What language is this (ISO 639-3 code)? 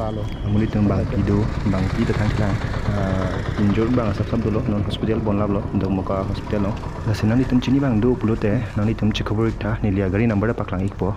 mjw